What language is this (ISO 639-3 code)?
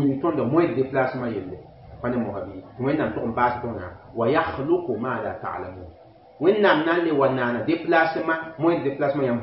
mos